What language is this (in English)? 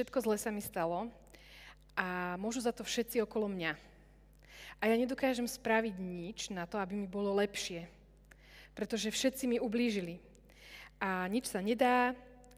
Slovak